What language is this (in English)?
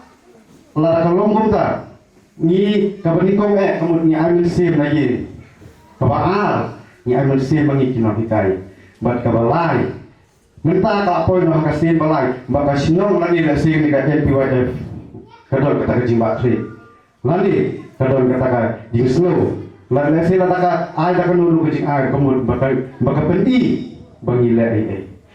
Khasi